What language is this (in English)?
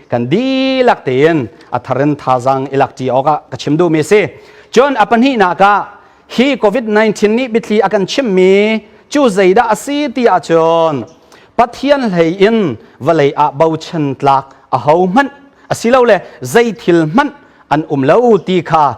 Hakha Chin